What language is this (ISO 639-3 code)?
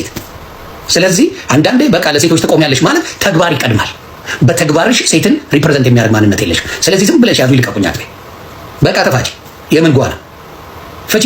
amh